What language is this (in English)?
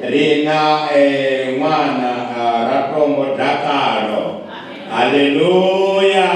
Venda